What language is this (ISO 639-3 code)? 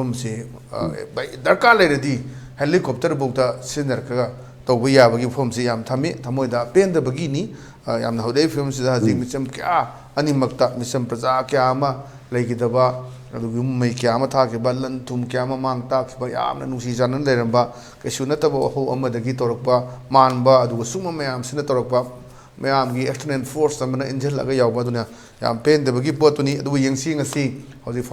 mni